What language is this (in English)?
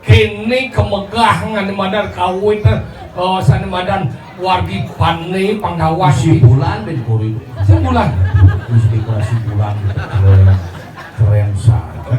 Balinese